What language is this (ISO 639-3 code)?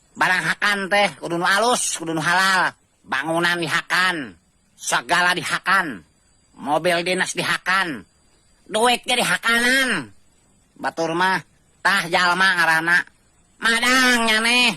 sun